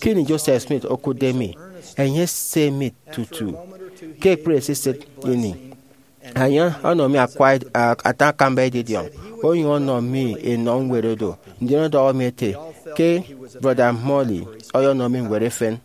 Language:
Efik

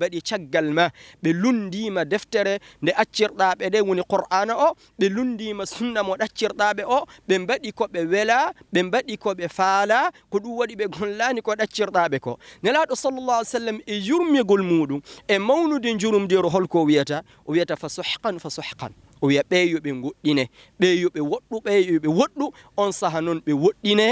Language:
Fula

